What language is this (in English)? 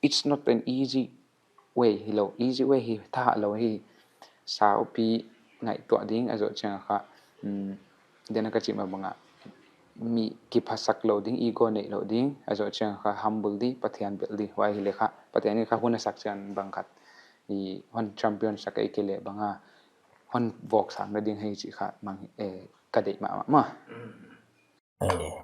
Paite Chin